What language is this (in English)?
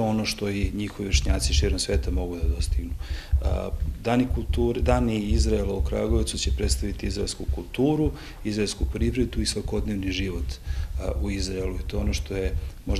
Serbian